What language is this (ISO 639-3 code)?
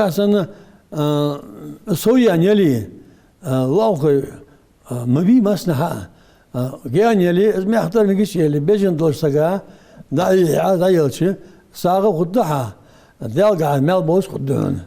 inh